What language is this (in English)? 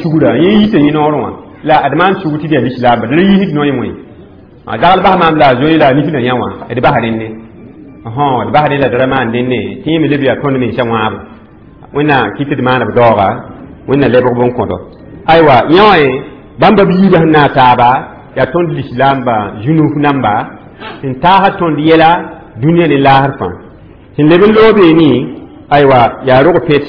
Mossi